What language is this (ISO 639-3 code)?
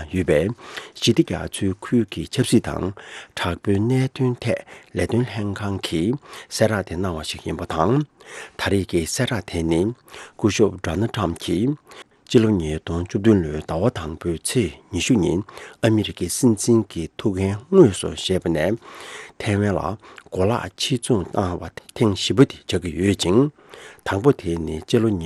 bod